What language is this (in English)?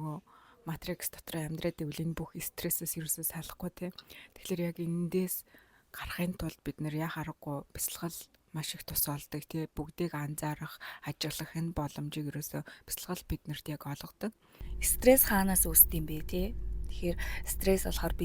Mongolian